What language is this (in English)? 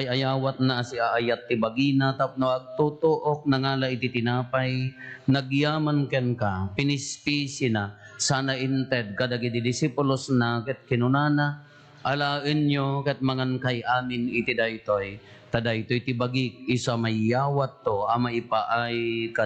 Iloko